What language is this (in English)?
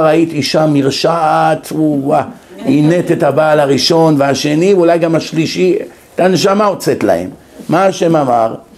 Hebrew